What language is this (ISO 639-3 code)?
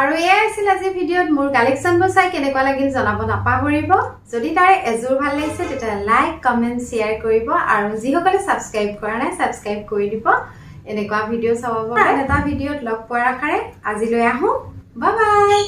asm